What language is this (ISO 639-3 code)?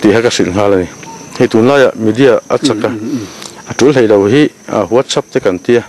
lus